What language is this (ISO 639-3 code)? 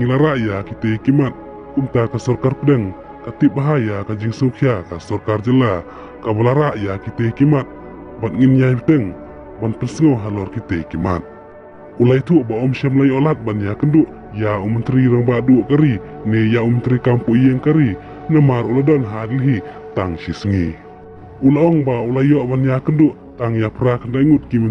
kha